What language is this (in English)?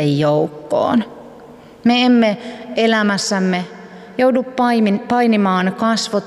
Finnish